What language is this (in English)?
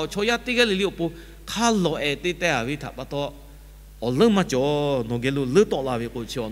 Lahu